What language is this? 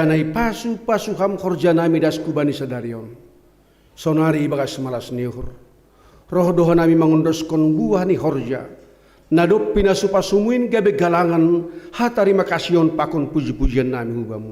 Batak Simalungun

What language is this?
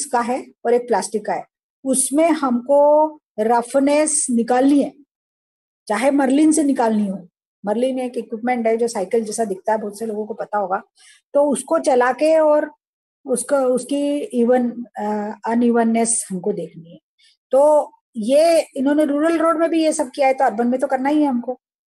Hindi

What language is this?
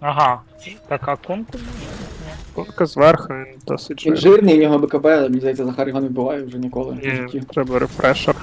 Rusyn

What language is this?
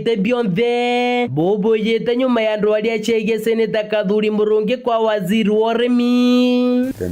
Meru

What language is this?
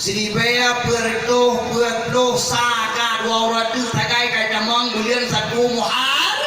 Achinese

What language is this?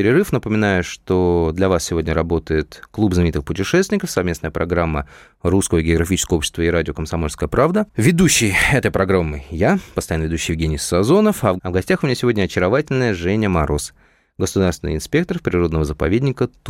Russian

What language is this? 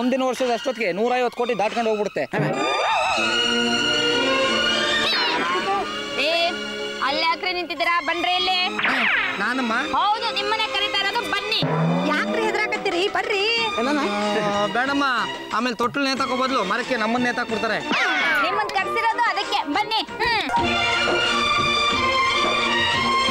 Kannada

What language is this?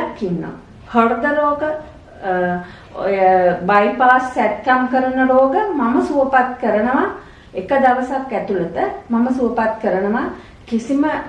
Sinhala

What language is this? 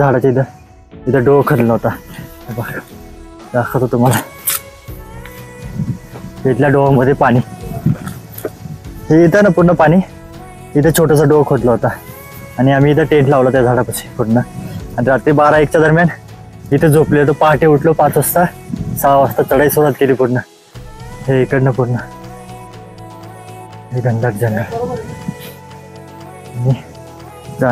Marathi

